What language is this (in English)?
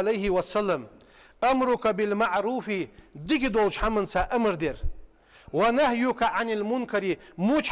Ingush